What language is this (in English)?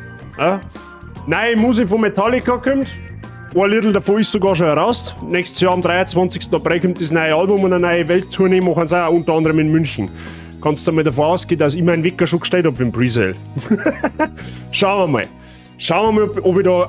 Bavarian